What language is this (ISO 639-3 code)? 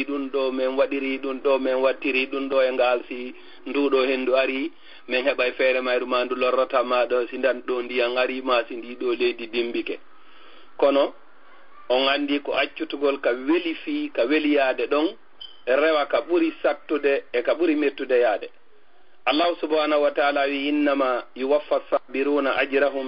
ful